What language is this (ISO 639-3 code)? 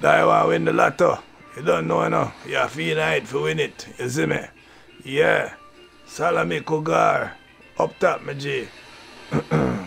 jam